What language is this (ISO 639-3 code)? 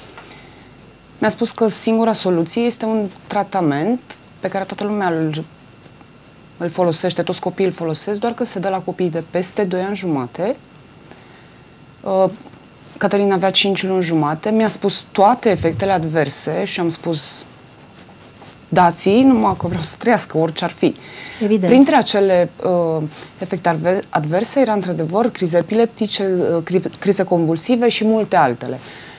ron